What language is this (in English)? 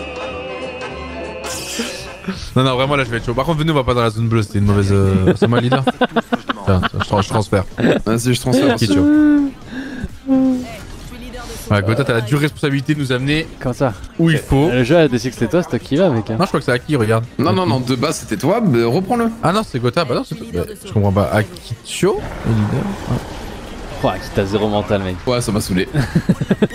French